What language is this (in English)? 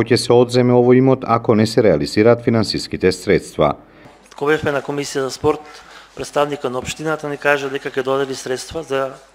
Macedonian